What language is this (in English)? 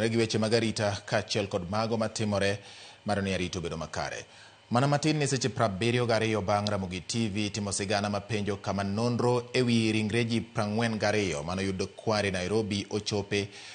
Luo (Kenya and Tanzania)